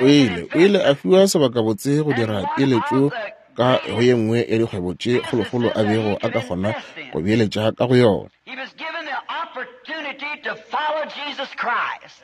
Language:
Northern Sotho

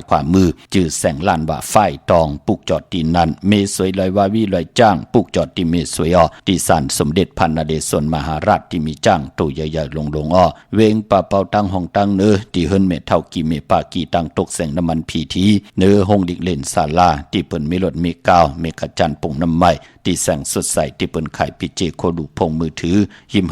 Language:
Shan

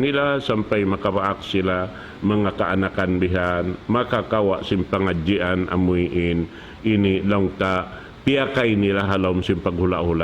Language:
Tausug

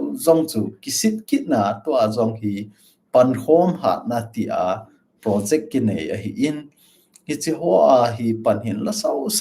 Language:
Thado Chin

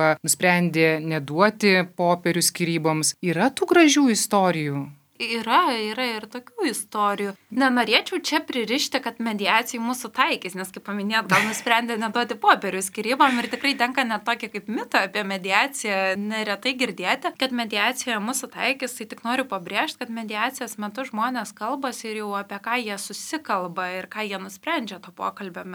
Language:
Lithuanian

